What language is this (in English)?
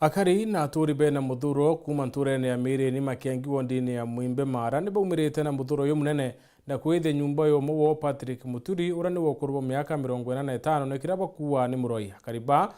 Meru